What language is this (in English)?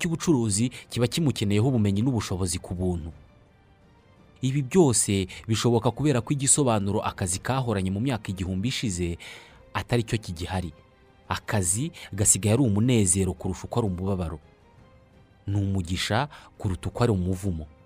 Kinyarwanda